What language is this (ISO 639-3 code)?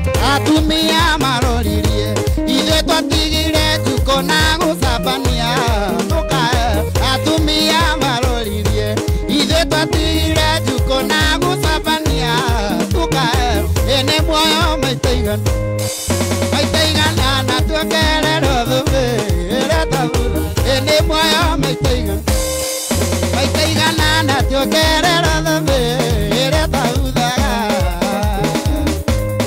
kik